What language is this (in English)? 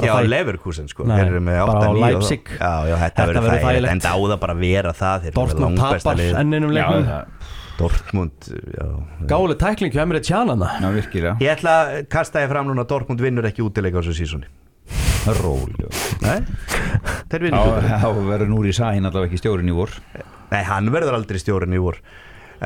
Icelandic